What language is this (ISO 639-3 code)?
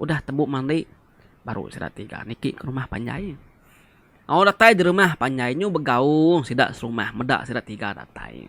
iba